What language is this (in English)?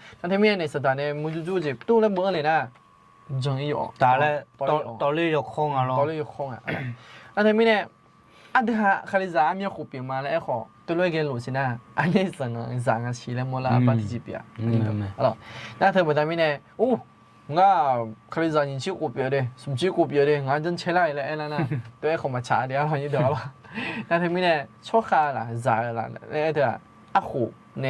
Akha